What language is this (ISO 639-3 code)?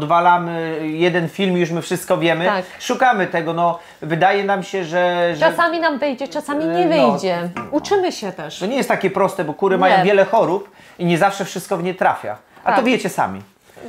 pol